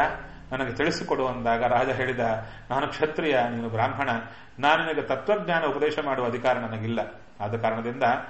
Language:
Kannada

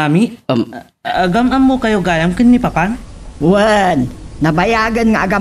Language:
Iloko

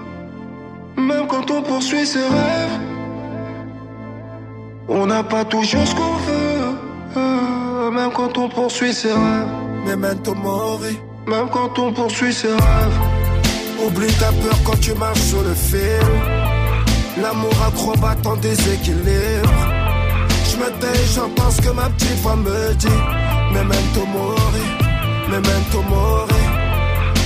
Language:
French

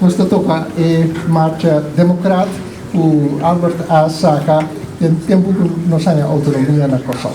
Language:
Papiamento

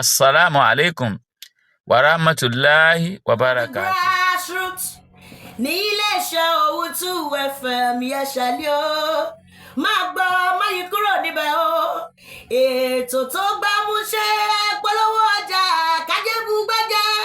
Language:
Yoruba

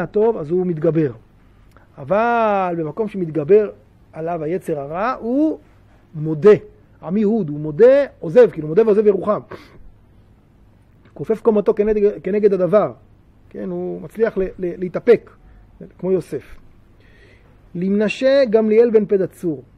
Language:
Hebrew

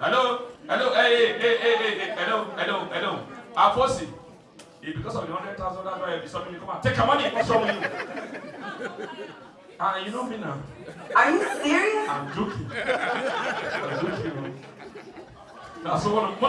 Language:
Nigerian Pidgin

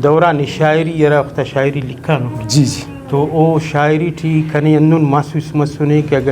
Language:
Brahui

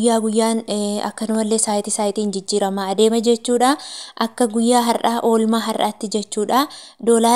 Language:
Oromo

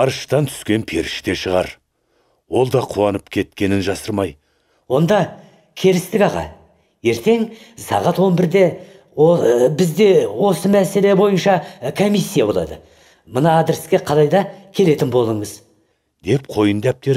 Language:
Kazakh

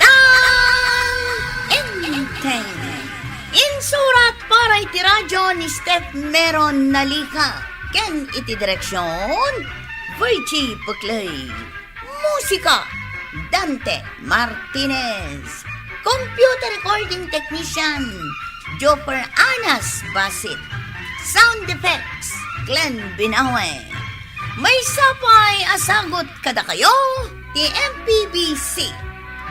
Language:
Iloko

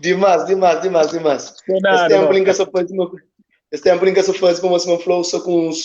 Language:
Kabuverdianu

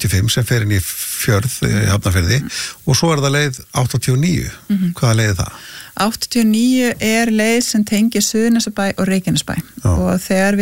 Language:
Icelandic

